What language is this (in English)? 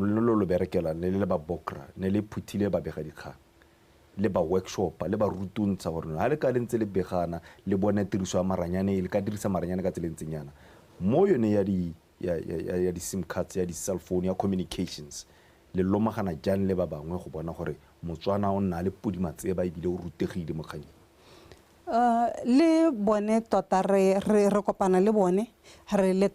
Tswana